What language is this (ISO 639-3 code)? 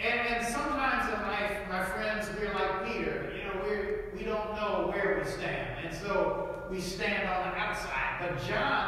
eng